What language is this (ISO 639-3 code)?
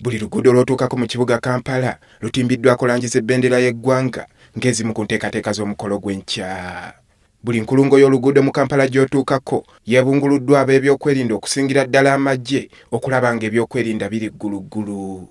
lug